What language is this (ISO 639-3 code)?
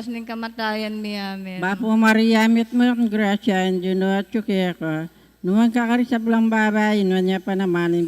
pam